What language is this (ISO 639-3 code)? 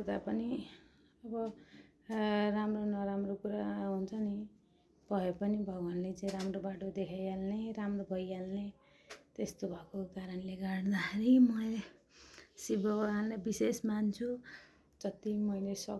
nep